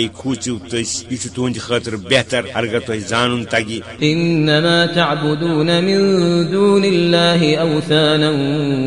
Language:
Kashmiri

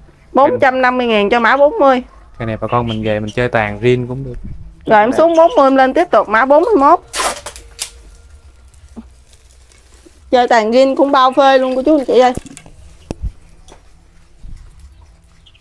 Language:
Vietnamese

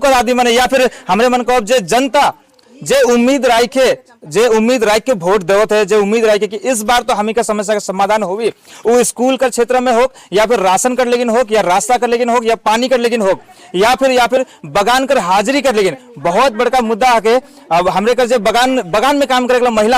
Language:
Sadri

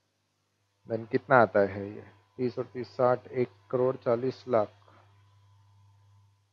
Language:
Hindi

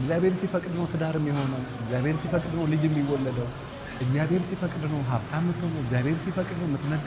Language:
Amharic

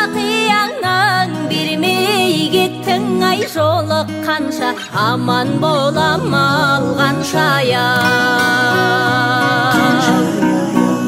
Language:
Kazakh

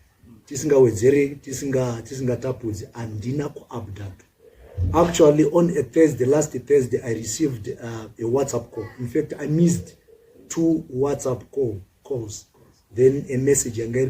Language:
Shona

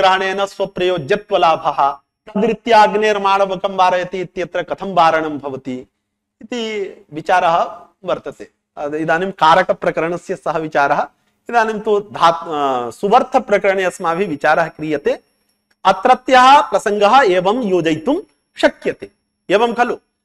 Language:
Sanskrit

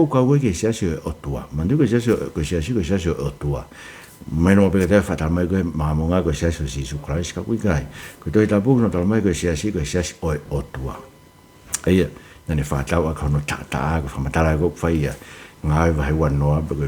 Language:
Tongan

